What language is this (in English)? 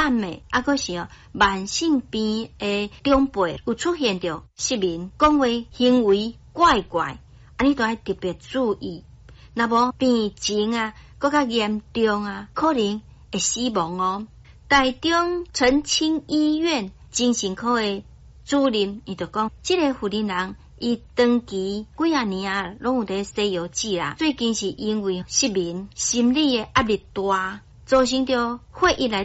Min Nan Chinese